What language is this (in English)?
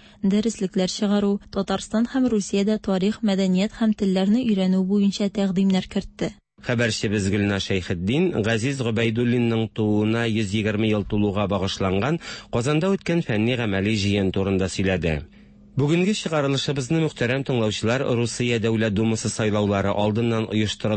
Tatar